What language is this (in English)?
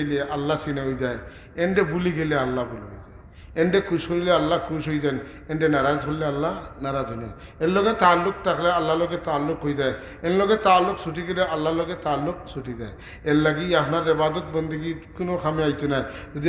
Sylheti